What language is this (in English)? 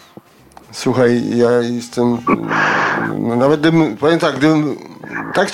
Polish